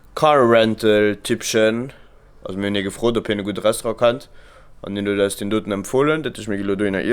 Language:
Luxembourgish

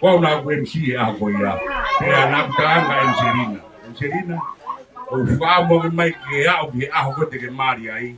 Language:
Tongan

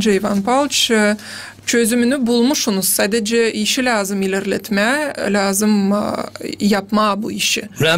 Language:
Gagauz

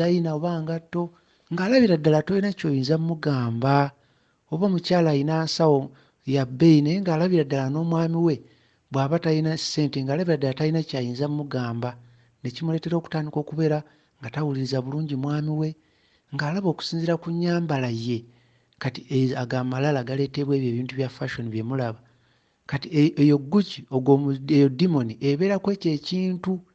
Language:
Ganda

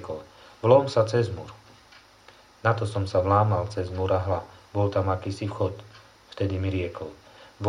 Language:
Slovak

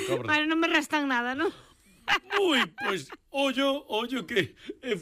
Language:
Galician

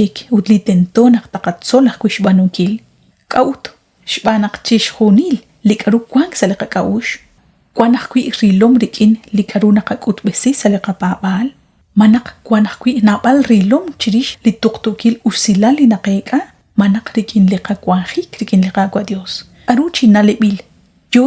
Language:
Kekchí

